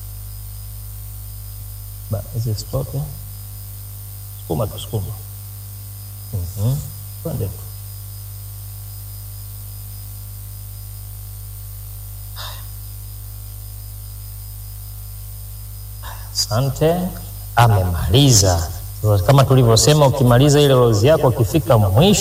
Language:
Swahili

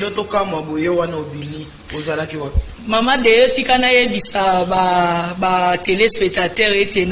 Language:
Lingala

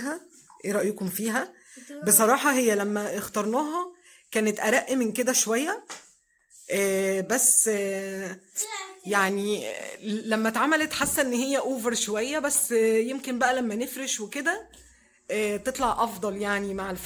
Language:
Egyptian Arabic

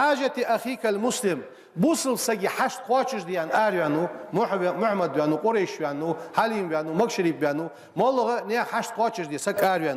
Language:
Ingush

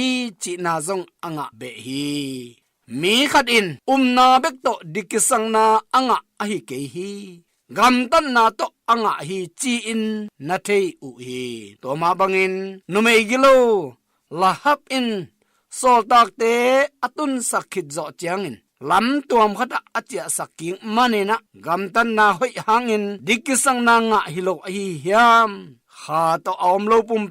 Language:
Tedim Chin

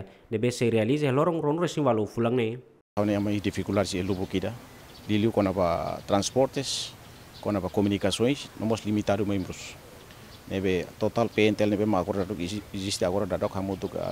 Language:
Tetum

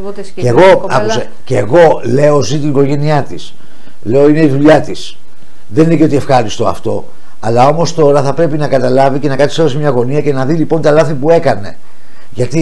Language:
Greek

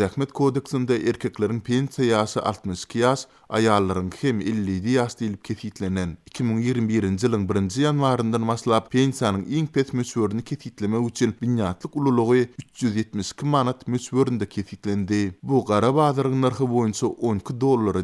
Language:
Turkmen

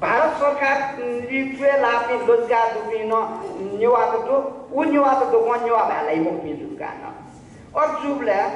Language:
Newari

